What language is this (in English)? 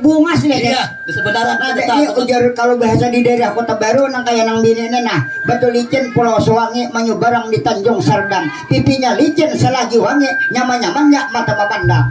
Banjar